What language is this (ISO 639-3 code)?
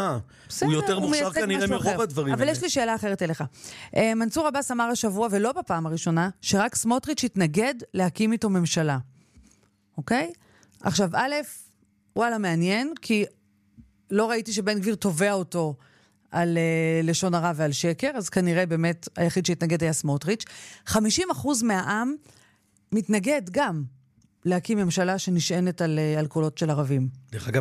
heb